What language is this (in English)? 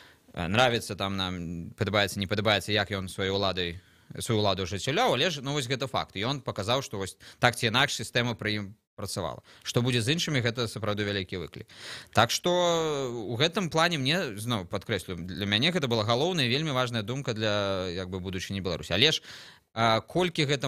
Belarusian